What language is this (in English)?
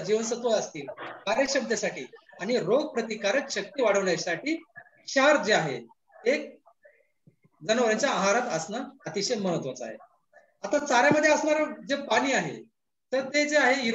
Marathi